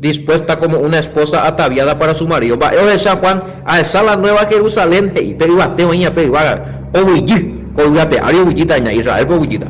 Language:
Guarani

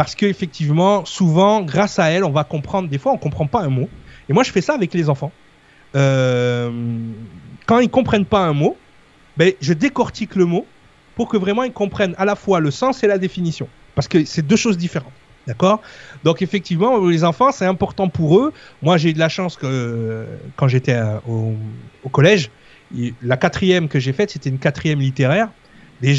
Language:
French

